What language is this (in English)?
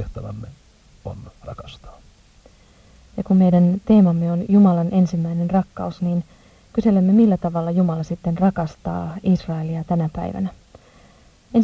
Finnish